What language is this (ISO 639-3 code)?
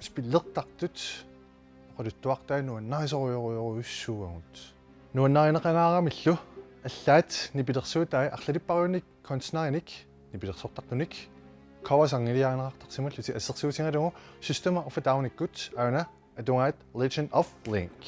kal